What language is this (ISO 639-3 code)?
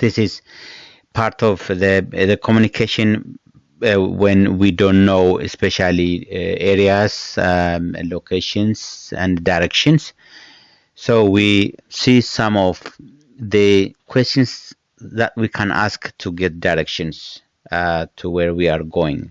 eng